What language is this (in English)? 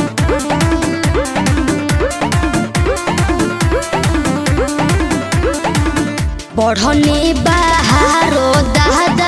Bhojpuri